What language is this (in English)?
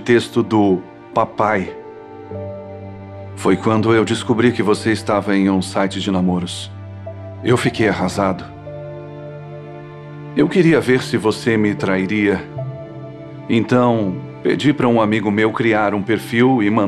Portuguese